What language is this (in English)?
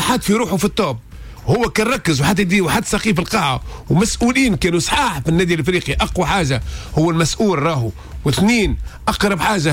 Tunisian Arabic